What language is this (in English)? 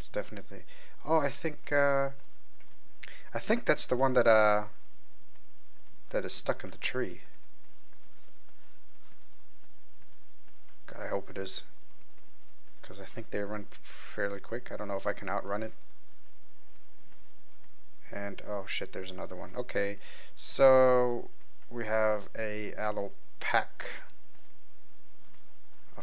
English